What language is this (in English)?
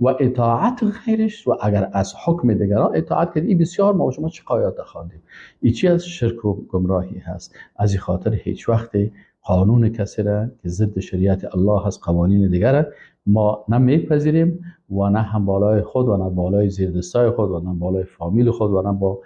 Persian